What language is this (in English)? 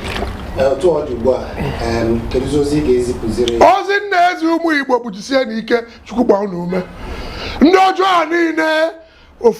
Igbo